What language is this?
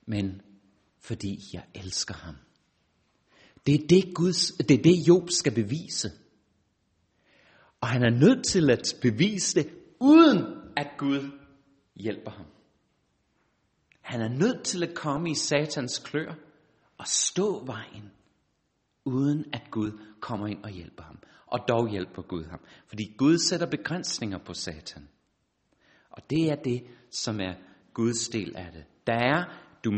Danish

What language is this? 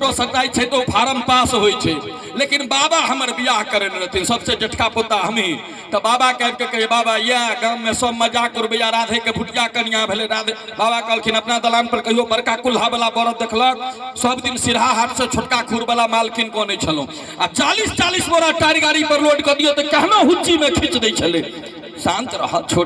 Maithili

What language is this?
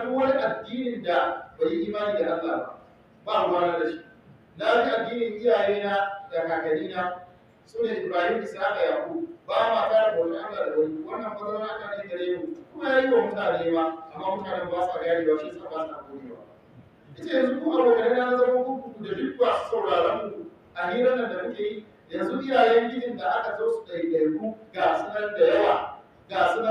Hausa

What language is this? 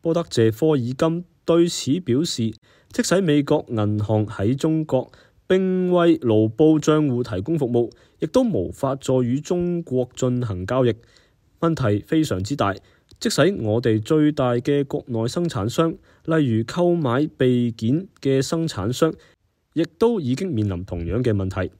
Cantonese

